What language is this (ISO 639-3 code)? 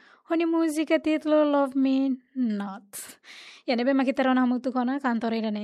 tet